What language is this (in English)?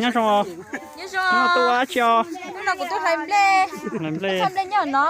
Hmong